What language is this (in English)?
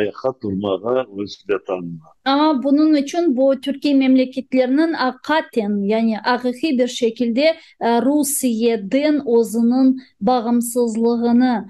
Crimean Tatar